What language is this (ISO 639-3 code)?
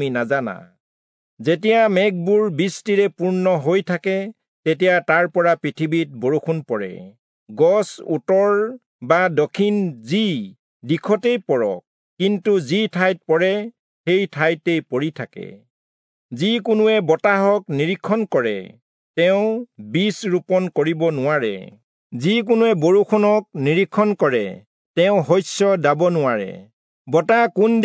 asm